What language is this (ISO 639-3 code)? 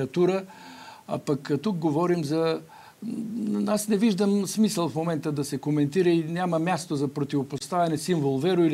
bul